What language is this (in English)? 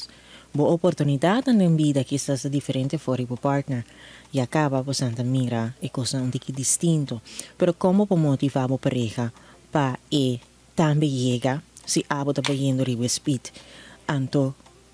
Papiamento